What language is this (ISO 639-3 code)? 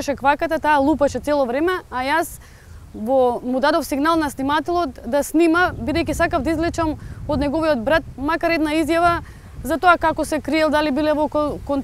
mkd